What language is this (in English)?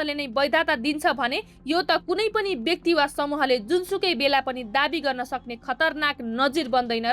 Nepali